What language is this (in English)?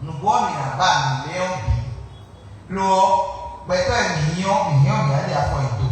Fon